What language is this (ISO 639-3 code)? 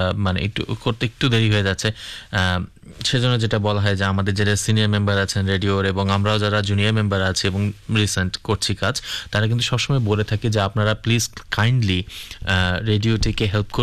ben